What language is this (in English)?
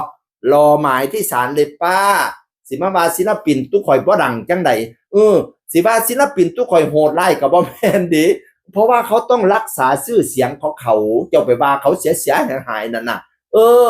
Northeastern Thai